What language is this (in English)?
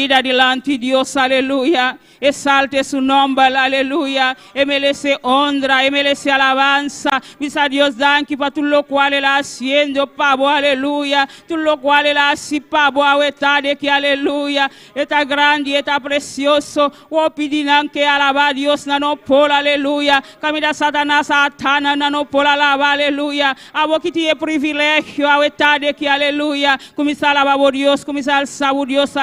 Papiamento